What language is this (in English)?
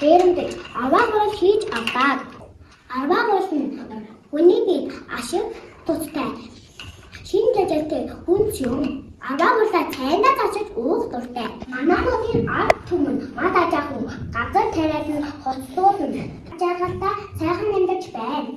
Mongolian